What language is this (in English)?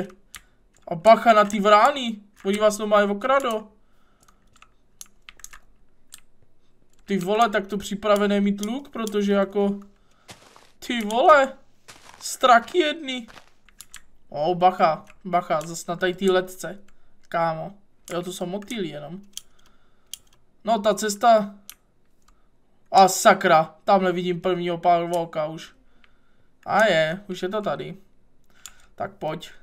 Czech